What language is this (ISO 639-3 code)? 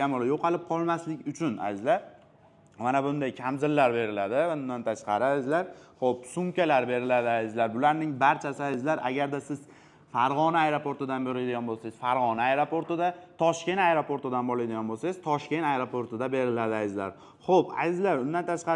uzb